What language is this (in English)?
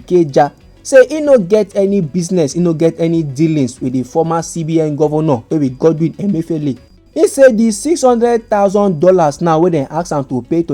Nigerian Pidgin